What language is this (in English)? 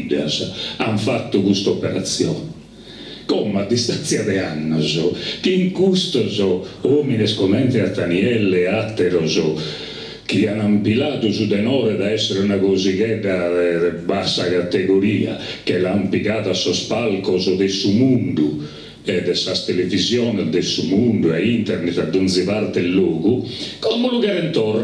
Sardinian